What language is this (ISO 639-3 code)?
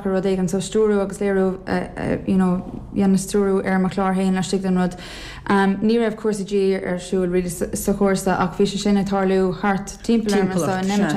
gle